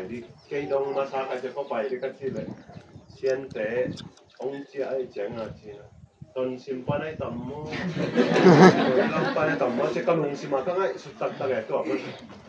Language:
Tedim Chin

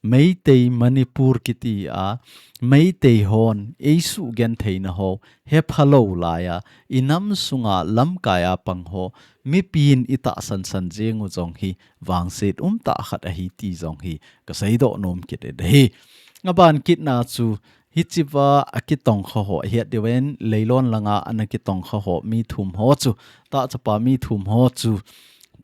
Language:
Thado Chin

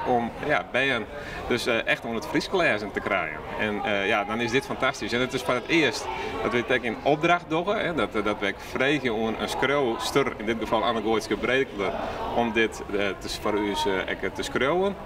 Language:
Western Frisian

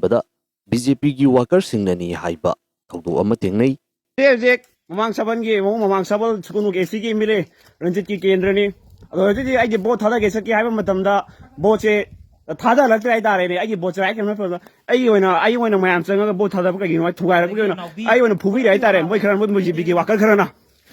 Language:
Manipuri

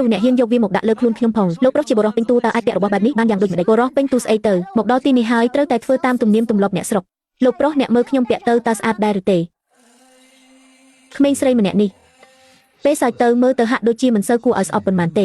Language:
Khmer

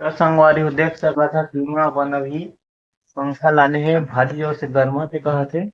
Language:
Chhattisgarhi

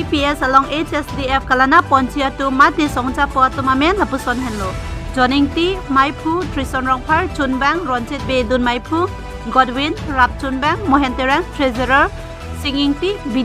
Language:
Karbi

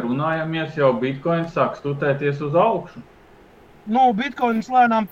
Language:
Latvian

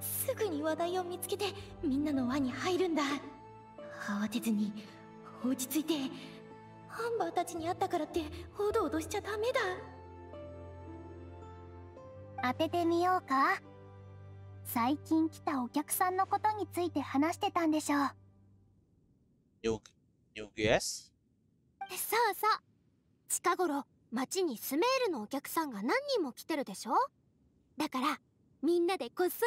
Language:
Japanese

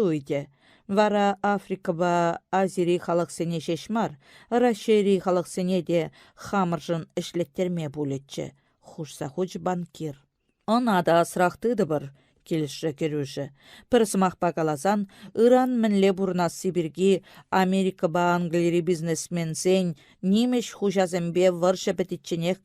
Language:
Chuvash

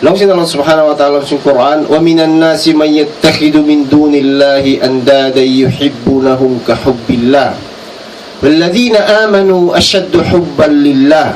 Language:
Tausug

